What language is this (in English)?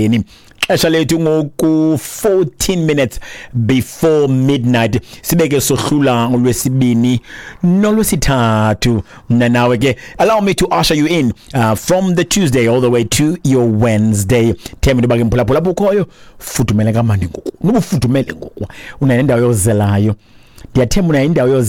Xhosa